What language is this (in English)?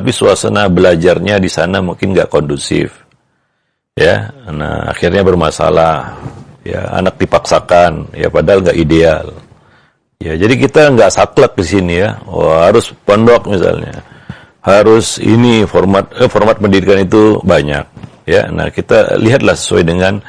Indonesian